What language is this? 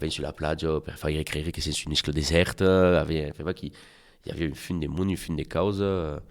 Occitan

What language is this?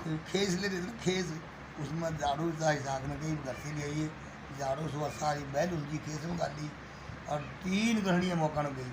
Haryanvi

